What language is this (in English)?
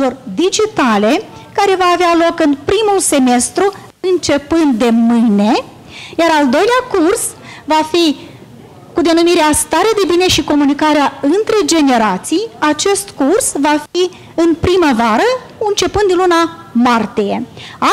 Romanian